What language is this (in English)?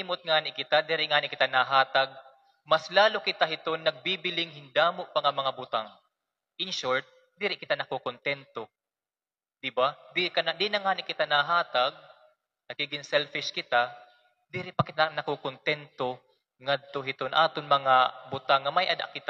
Waray